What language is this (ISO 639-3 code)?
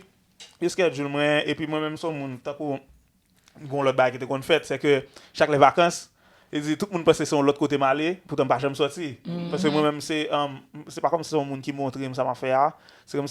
hat